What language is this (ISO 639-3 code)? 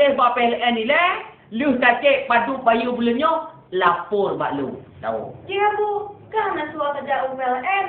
ace